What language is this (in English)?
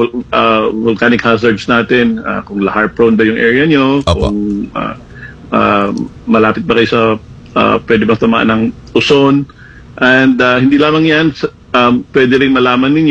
Filipino